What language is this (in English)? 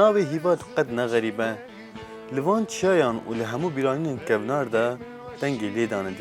Kurdish